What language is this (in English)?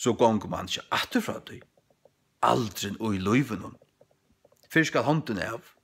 Faroese